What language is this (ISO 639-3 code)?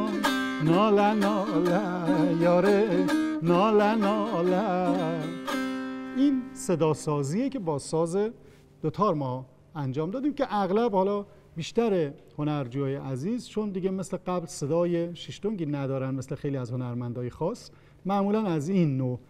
fas